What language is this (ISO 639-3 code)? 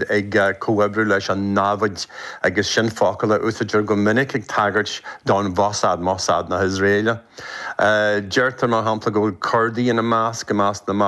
gle